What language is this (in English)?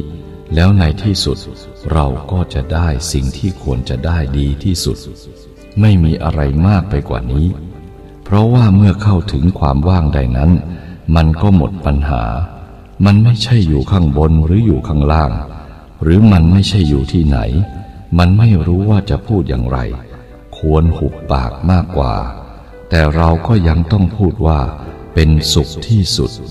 Thai